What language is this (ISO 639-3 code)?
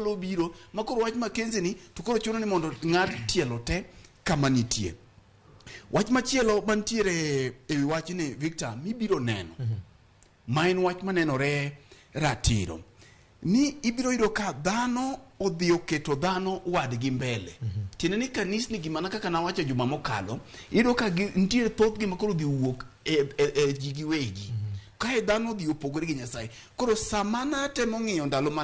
luo